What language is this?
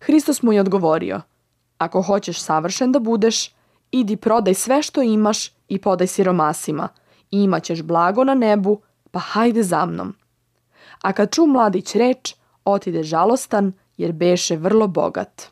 Serbian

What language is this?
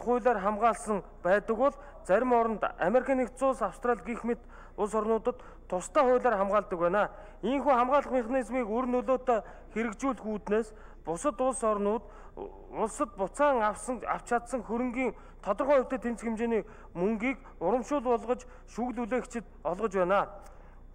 Mongolian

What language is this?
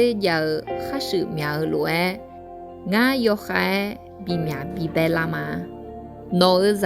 Akha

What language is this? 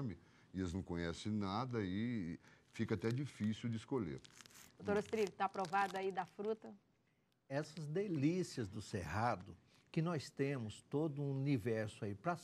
Portuguese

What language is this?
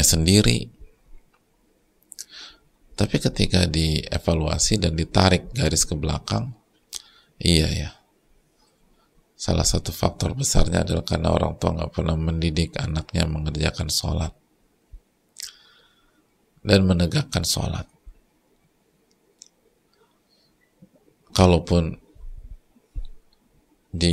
Indonesian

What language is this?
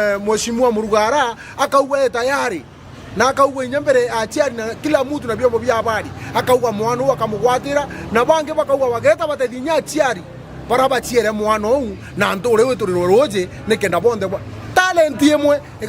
Meru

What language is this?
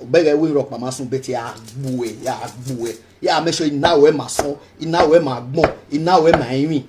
Nigerian Pidgin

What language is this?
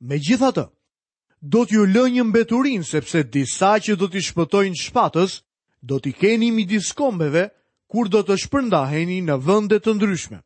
Albanian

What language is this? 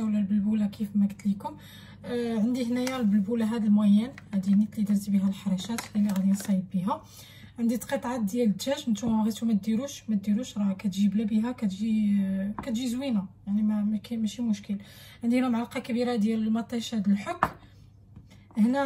Moroccan Arabic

